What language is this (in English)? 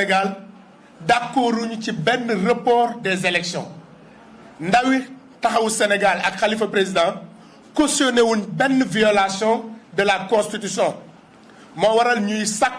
Wolof